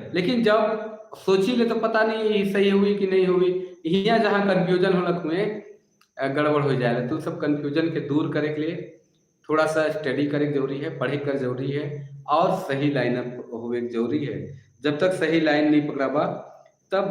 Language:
Sadri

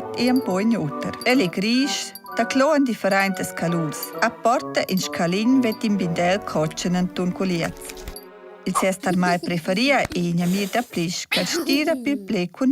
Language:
Romansh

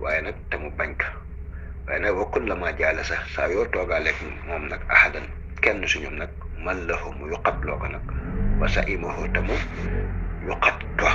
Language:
Wolof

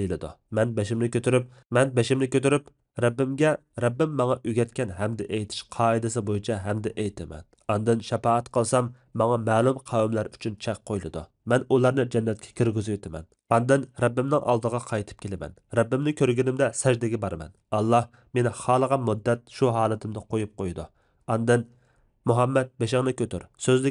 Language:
Uyghur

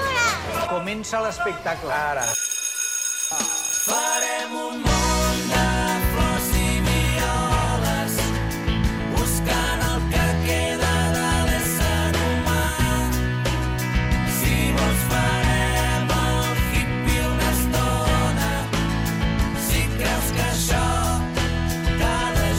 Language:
Catalan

